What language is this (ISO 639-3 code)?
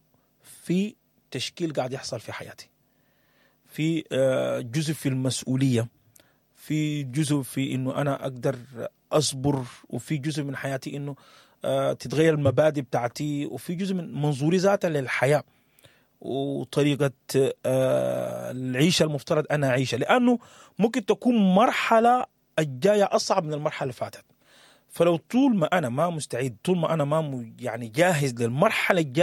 apd